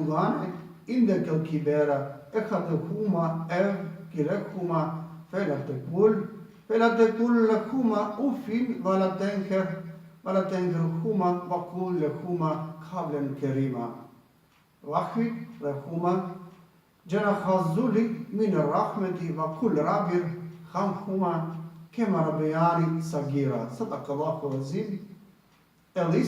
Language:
Balkan Romani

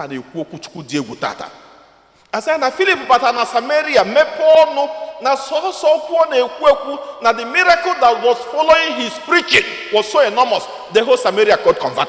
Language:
Igbo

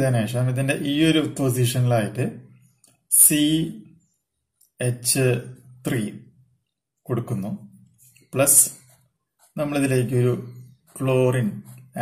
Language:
Malayalam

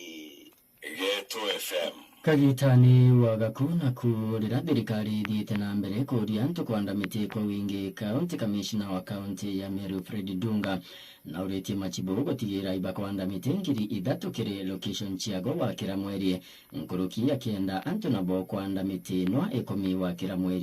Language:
Meru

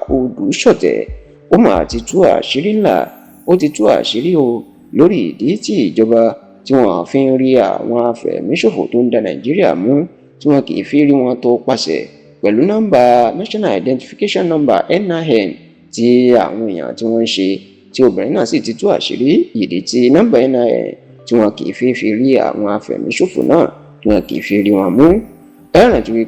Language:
Yoruba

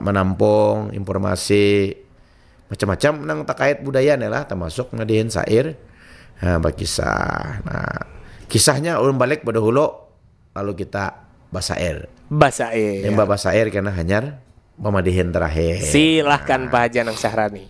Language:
Banjar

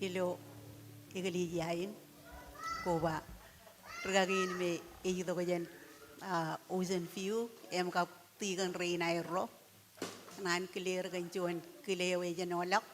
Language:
Marshallese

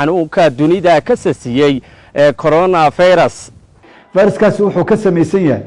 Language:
Somali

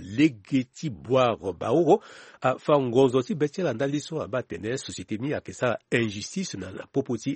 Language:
Sango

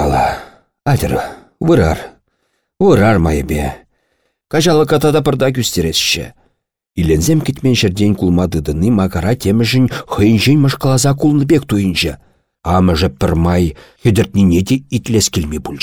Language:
Chuvash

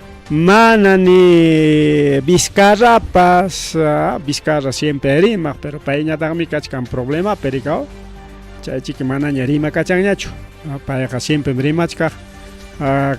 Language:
Ayacucho Quechua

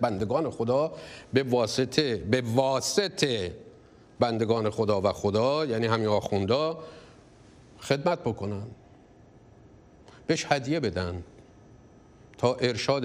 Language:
Persian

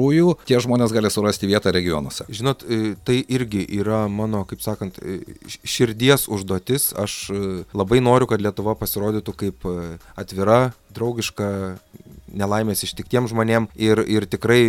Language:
Lithuanian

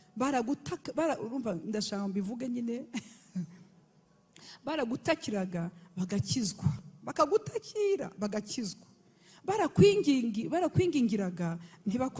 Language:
Kinyarwanda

